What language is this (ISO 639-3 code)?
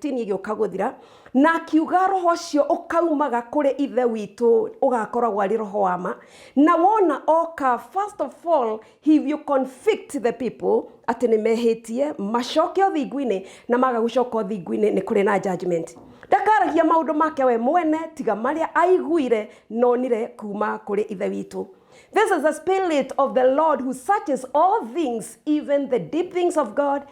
kik